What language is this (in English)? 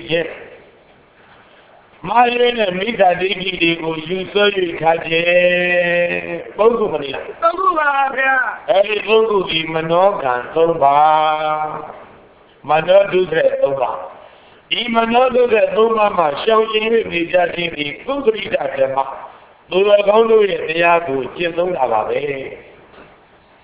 Burmese